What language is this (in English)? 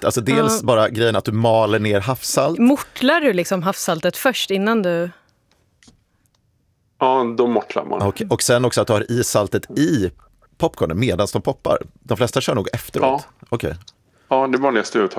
Swedish